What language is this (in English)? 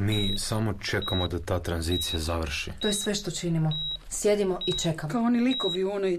Croatian